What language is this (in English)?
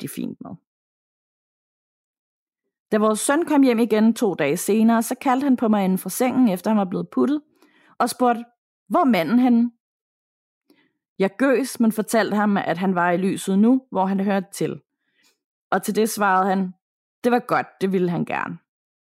Danish